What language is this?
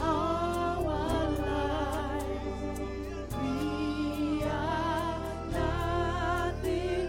Venda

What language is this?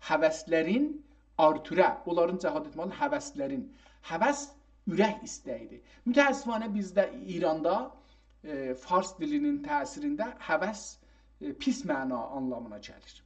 South Azerbaijani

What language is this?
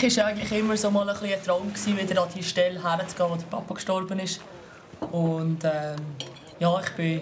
Swiss German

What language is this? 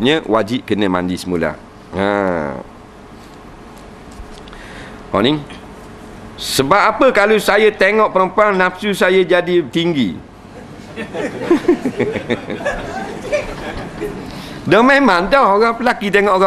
Malay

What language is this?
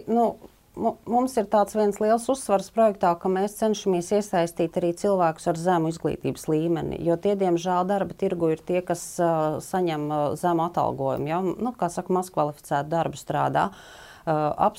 Latvian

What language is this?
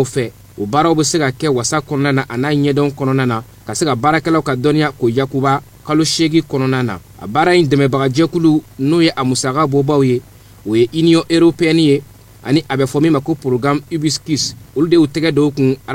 Bambara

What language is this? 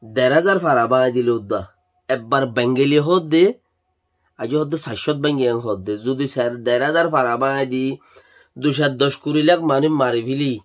Rohingya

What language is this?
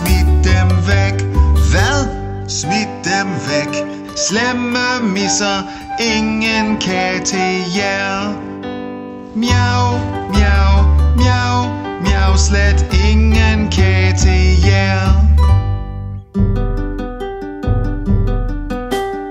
Danish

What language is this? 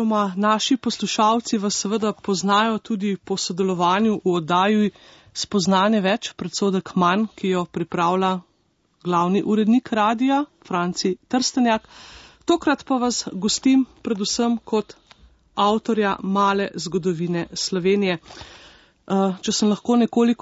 Slovenian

